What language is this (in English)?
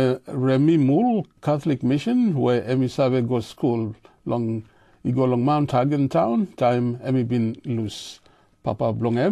Tok Pisin